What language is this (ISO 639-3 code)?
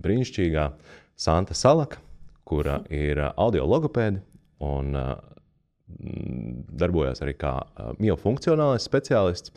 lav